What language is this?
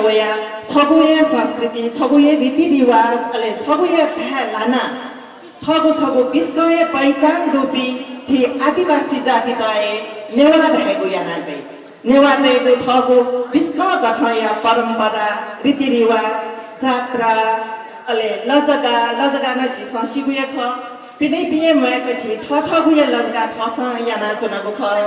Newari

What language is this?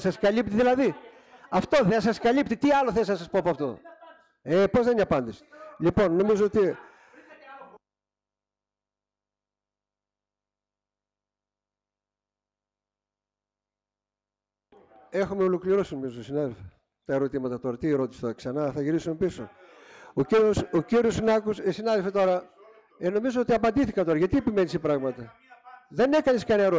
Greek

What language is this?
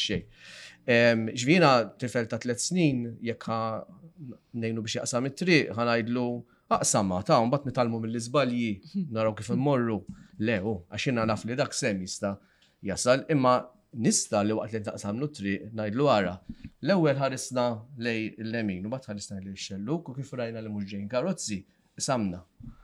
Maltese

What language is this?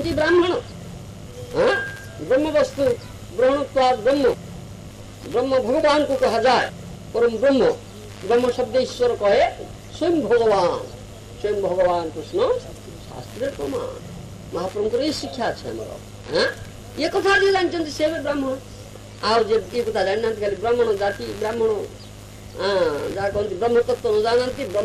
Odia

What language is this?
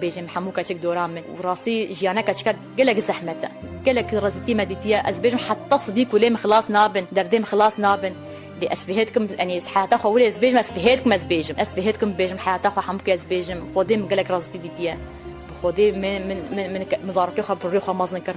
Kurdish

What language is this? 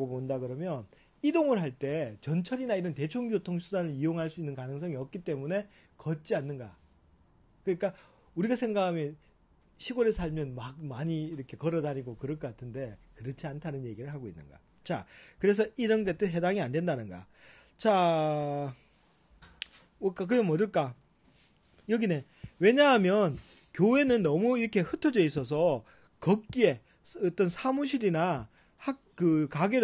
Korean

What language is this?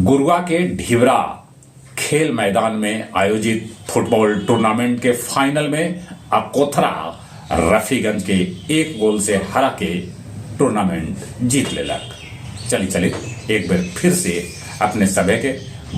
Magahi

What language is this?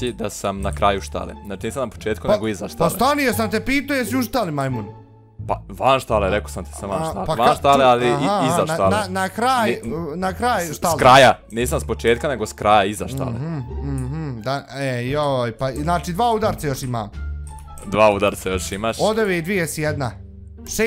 Bosnian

